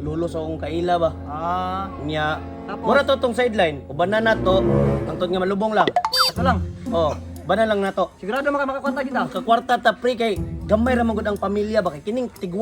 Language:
Cebuano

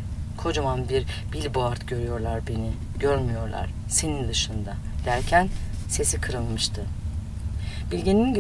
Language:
Turkish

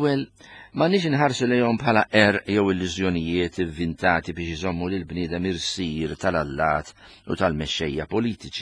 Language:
Maltese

